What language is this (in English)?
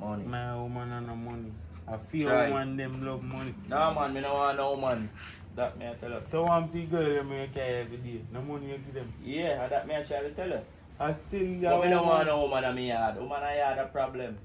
Jamaican Creole English